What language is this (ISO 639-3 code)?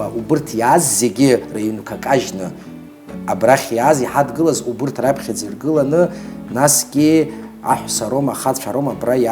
abk